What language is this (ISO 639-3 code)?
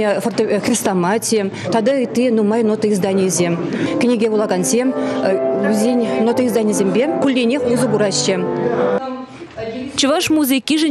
chv